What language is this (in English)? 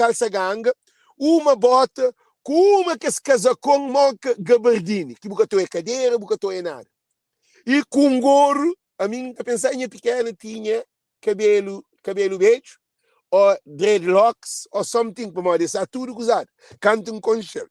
Kabuverdianu